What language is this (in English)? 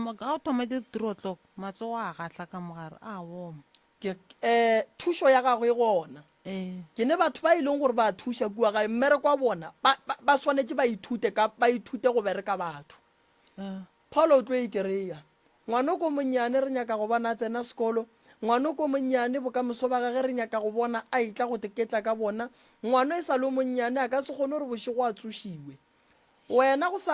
Northern Sotho